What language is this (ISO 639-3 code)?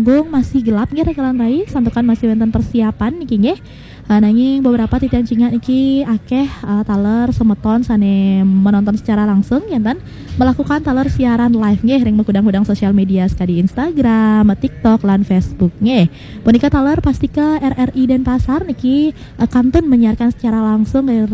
ban